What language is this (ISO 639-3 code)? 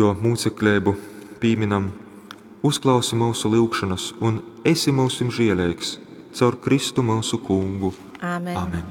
ltg